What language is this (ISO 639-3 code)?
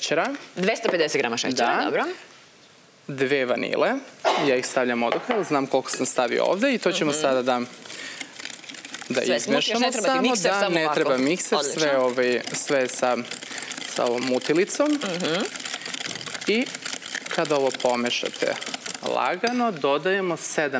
srp